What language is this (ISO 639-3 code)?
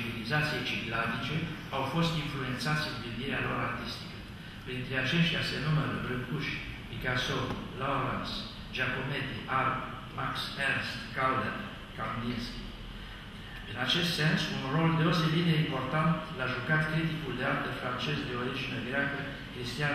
ron